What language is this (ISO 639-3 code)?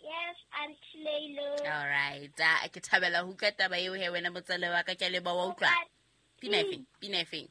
sot